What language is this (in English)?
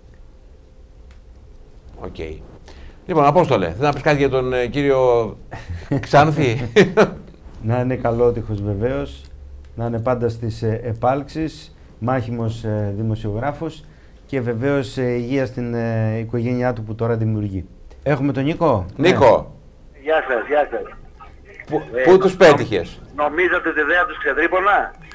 Greek